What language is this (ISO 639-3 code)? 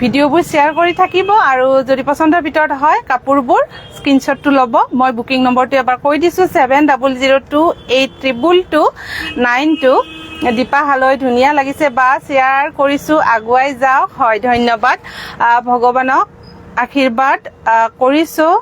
asm